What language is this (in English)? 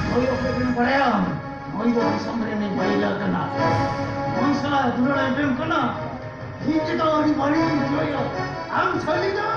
Santali